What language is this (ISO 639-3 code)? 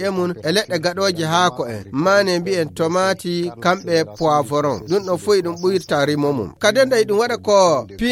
ful